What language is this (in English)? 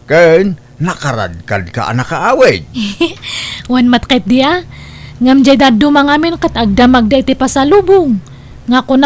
Iloko